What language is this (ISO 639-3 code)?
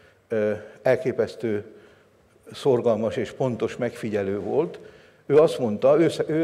hun